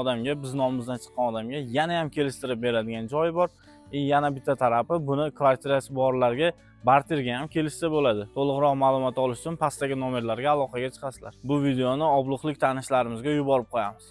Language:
Uzbek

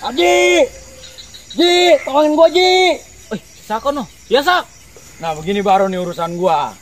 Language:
Betawi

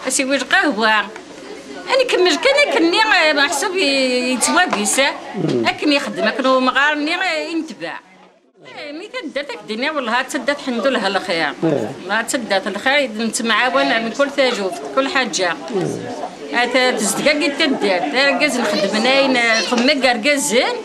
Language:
Kabyle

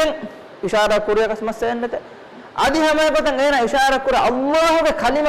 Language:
Divehi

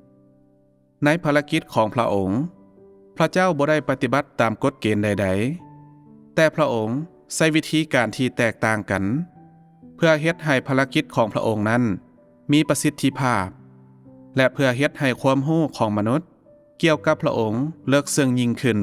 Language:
Lao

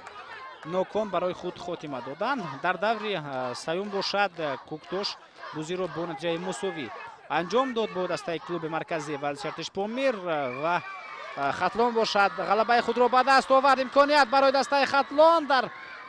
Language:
Tajik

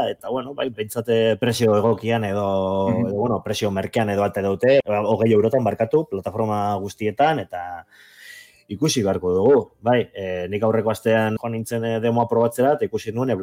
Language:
Basque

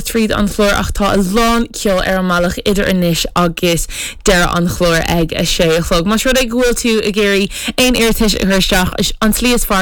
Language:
Irish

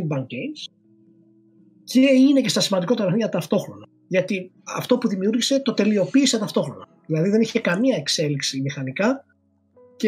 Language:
Greek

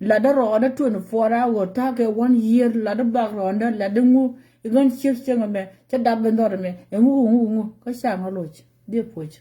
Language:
Nuer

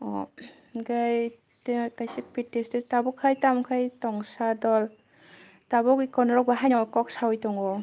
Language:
Kok Borok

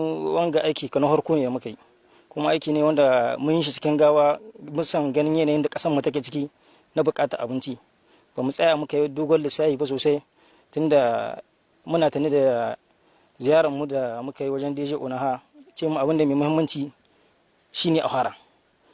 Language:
Hausa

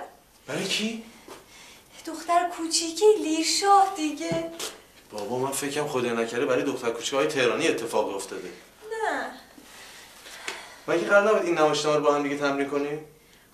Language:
Persian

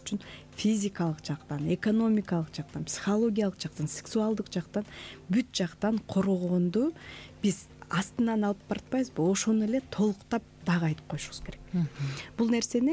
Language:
Kyrgyz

